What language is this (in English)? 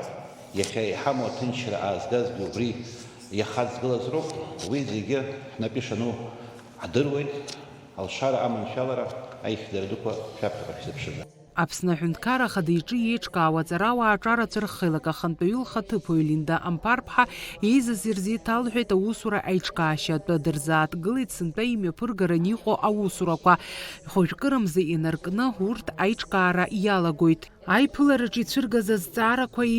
Abkhazian